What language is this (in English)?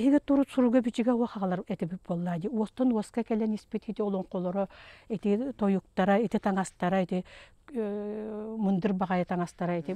Yakut